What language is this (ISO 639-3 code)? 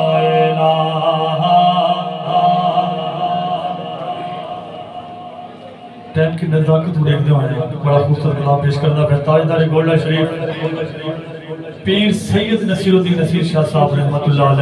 urd